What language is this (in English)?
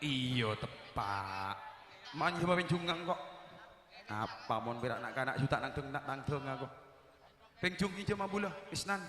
Madurese